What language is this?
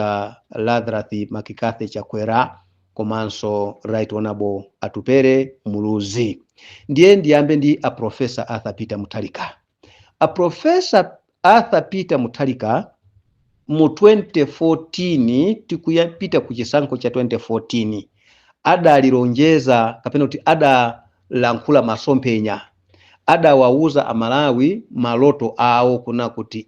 Nyanja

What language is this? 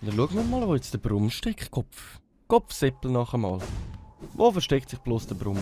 Swiss German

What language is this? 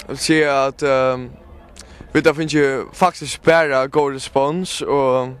Faroese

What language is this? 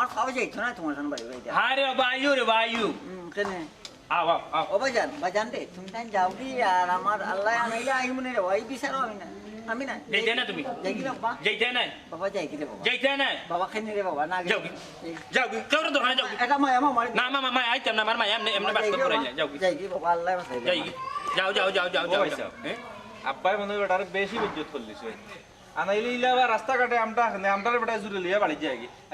Sylheti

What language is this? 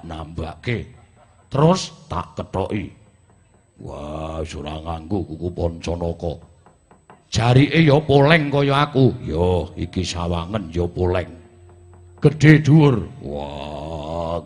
Javanese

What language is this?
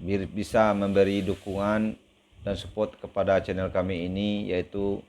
Minangkabau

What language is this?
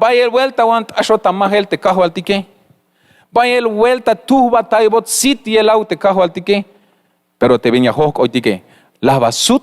Tzeltal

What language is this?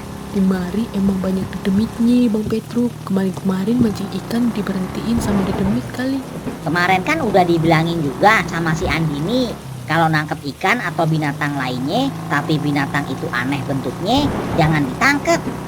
Betawi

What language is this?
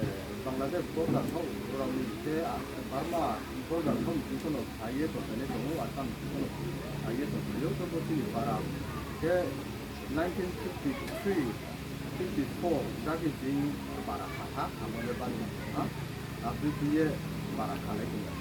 Riang (India)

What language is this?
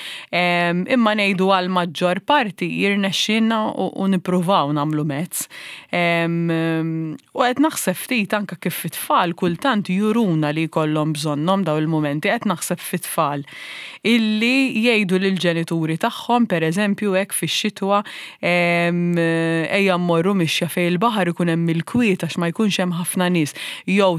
Maltese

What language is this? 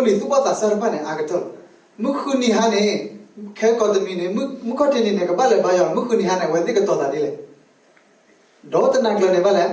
S'gaw Karen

